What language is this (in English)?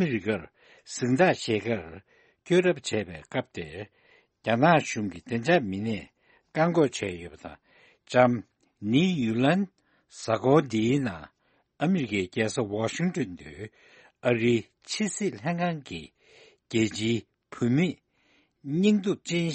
Tibetan